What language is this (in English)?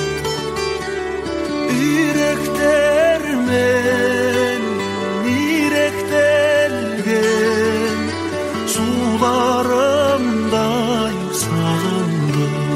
Kazakh